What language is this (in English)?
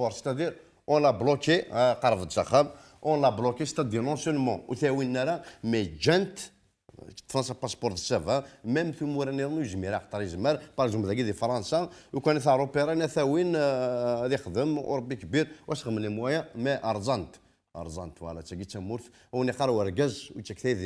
Kabyle